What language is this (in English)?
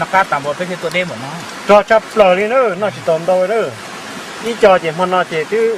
Hmong